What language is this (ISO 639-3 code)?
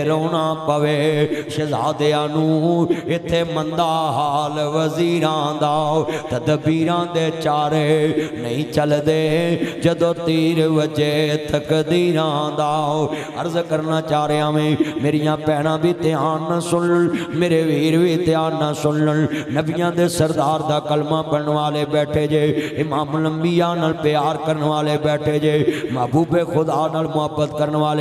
lah